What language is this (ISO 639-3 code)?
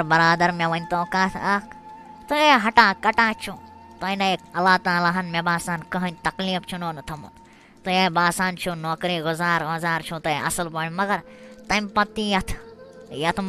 kas